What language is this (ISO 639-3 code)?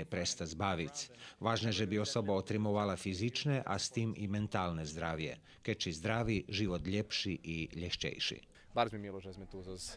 rue